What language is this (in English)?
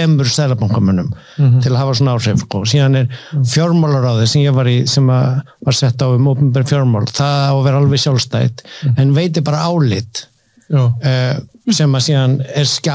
Icelandic